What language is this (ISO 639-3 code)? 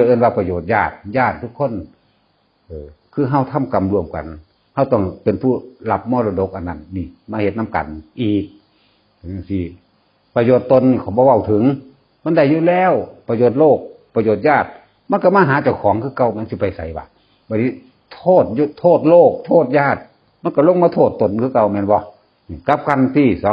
tts